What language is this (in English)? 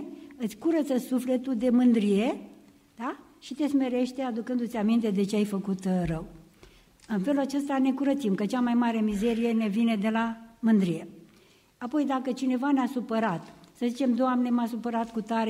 Romanian